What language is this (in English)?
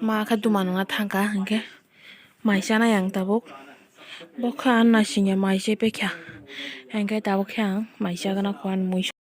Kok Borok